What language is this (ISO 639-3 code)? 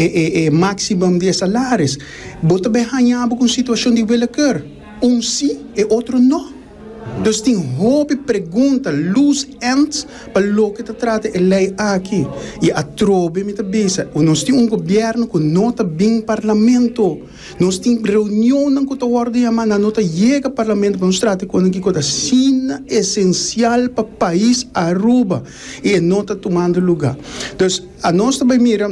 pap